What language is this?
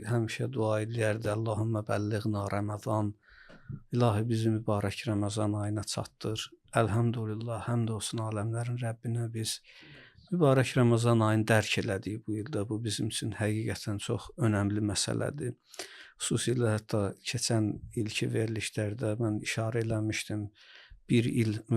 Azerbaijani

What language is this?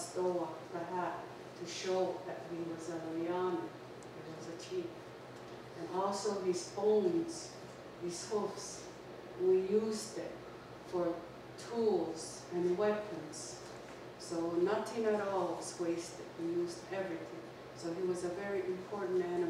Mohawk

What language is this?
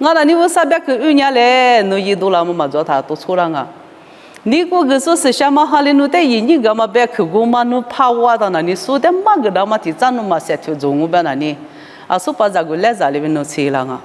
Lisu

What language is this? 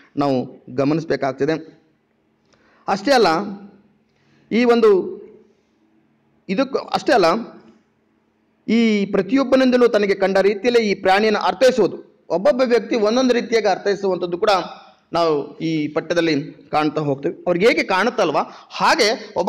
Kannada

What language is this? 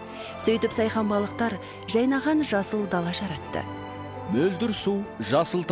Kazakh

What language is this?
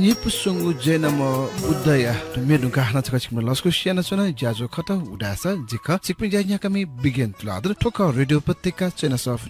Newari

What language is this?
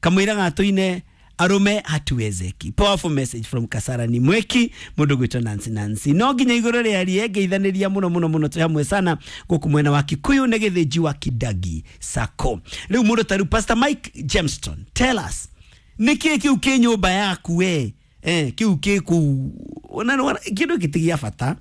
Kikuyu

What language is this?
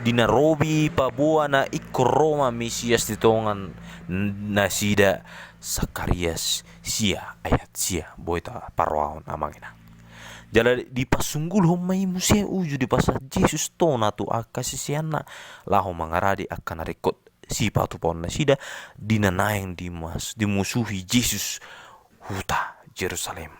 Batak Toba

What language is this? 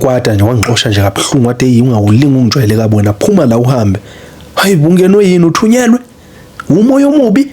Zulu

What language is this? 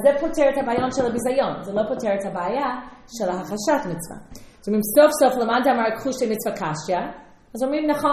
Hebrew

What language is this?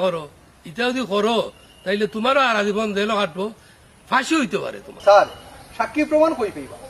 Sylheti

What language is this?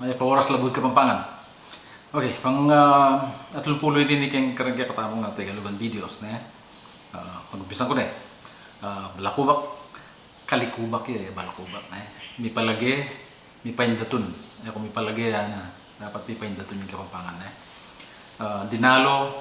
Pampanga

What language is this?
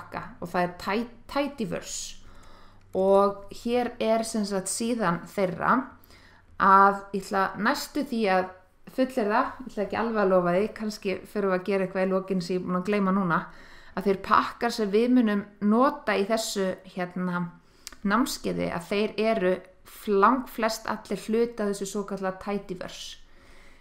Icelandic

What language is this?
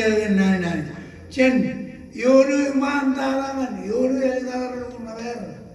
Marshallese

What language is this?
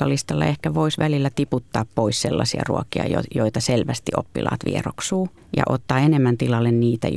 Finnish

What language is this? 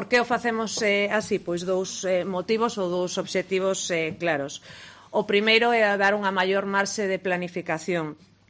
Galician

